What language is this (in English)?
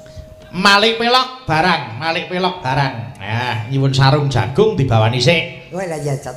Javanese